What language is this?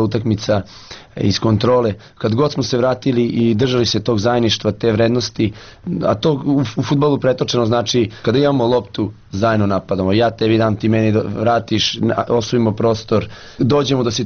Serbian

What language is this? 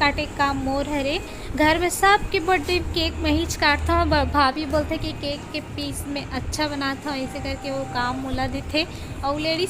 Chhattisgarhi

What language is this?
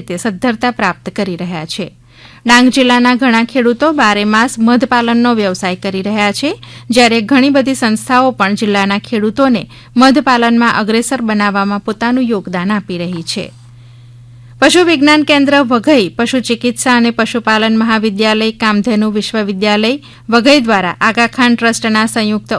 Gujarati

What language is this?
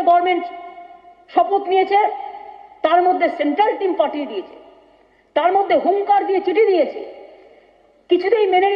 Bangla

